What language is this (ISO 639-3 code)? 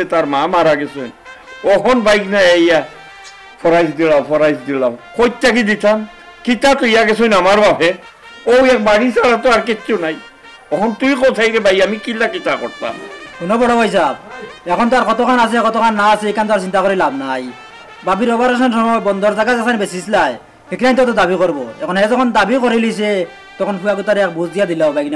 syl